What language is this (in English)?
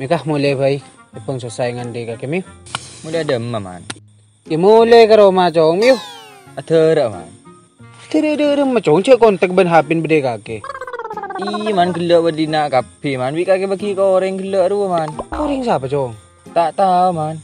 Madurese